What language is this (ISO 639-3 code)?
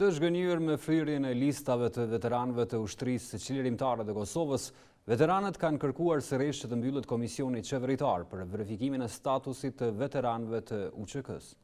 sqi